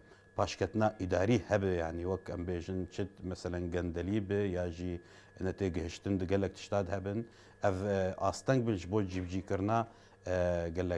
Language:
Kurdish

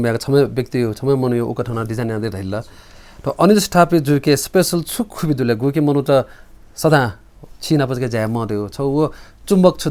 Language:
Newari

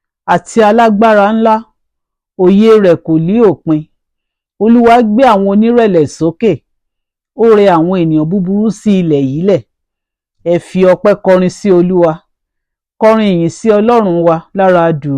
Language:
Yoruba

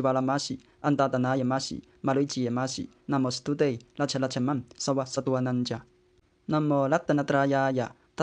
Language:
Pali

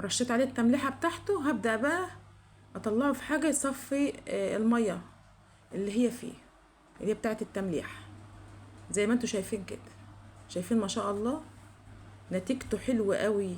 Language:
Egyptian Arabic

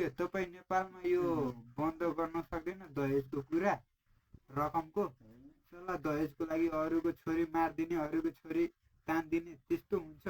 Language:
Nepali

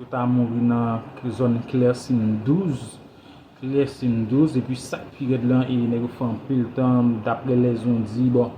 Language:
Haitian Creole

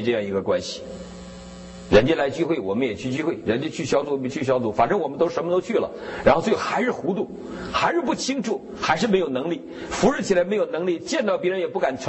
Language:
Chinese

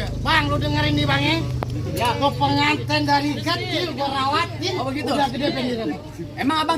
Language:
Betawi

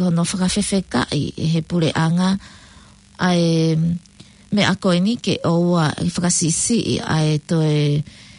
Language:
Tongan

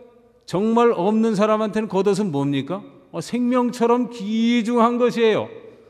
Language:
Korean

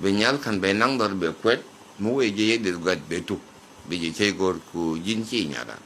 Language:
Nuer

